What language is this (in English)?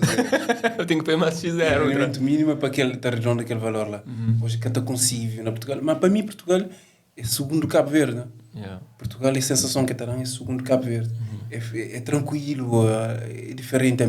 Kabuverdianu